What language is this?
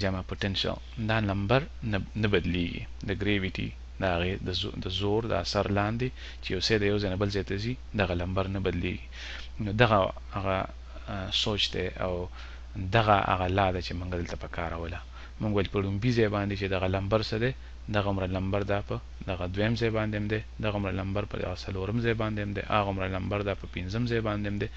Pashto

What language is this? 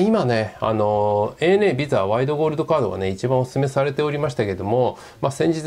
Japanese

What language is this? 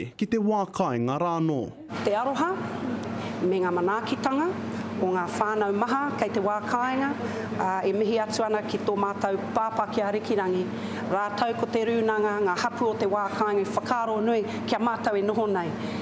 Māori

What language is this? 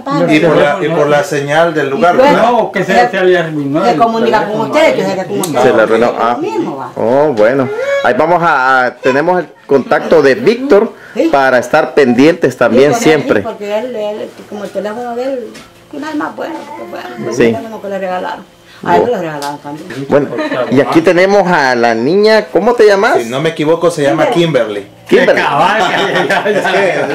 Spanish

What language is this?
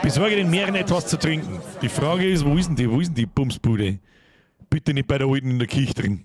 Bavarian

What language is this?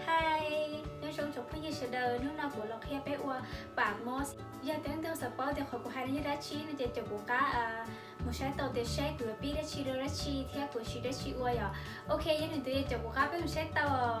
Hmong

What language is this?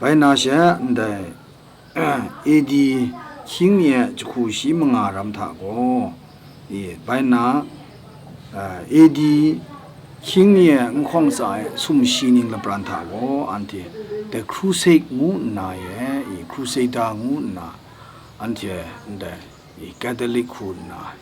Kachin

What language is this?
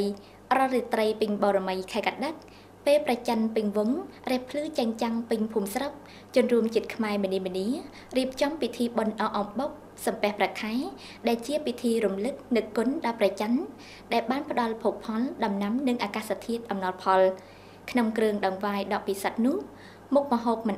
Khmer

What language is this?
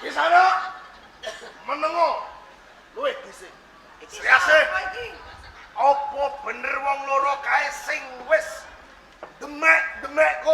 Javanese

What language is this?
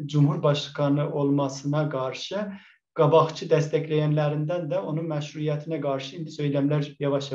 South Azerbaijani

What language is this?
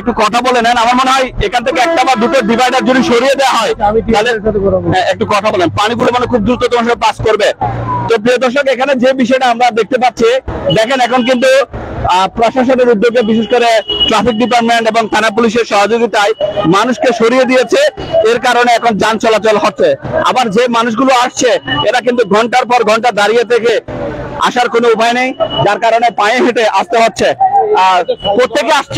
Bangla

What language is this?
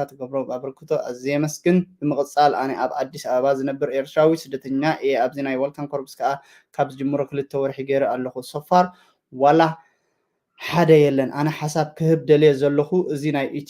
Tigrinya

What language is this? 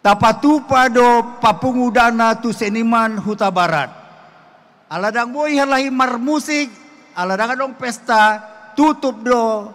Batak Toba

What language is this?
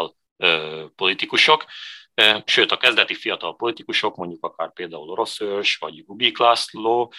Hungarian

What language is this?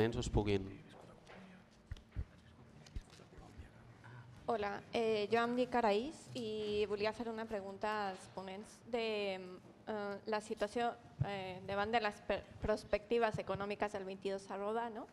Catalan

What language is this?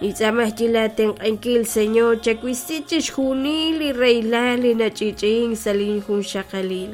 Kekchí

